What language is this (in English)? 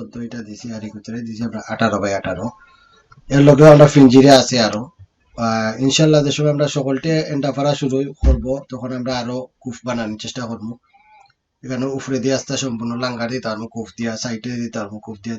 Sylheti